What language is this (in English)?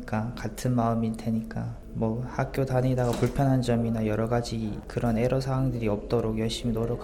Korean